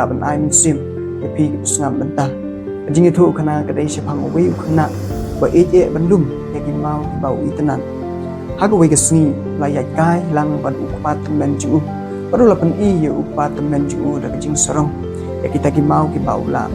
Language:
Khasi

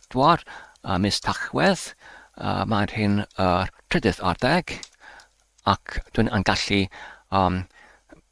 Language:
Welsh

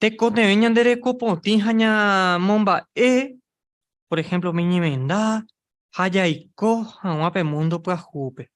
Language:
Guarani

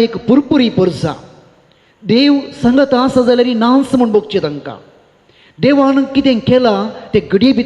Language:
Konkani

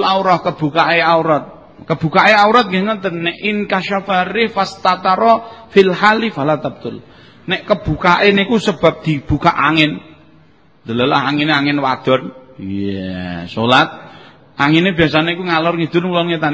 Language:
Javanese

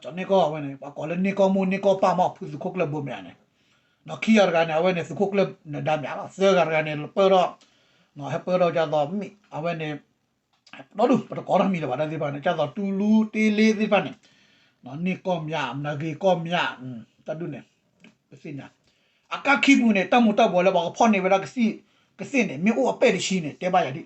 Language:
S'gaw Karen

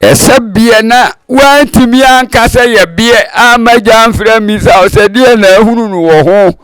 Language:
Akan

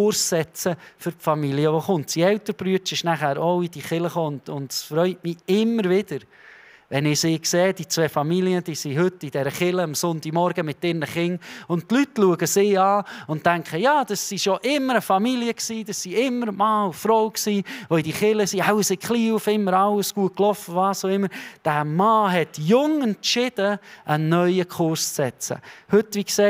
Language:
Swiss German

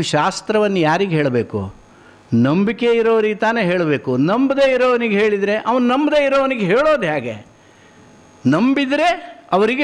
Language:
Kannada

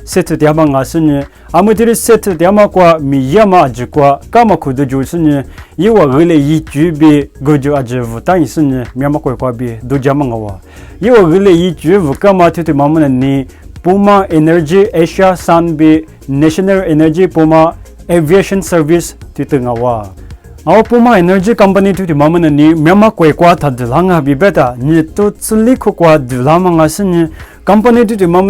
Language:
Lisu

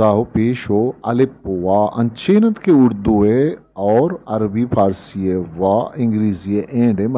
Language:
Eastern Balochi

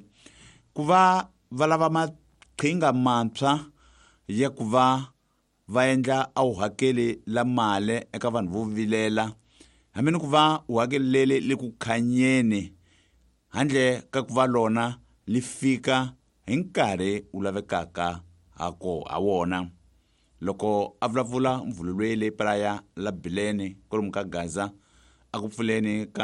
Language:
Tsonga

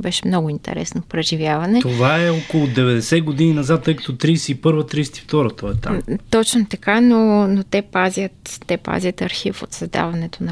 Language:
Bulgarian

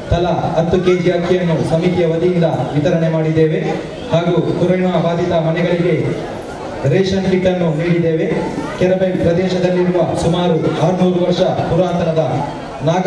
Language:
Kannada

